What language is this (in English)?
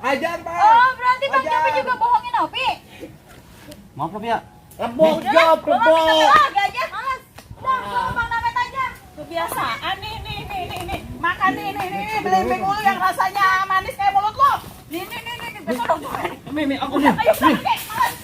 Betawi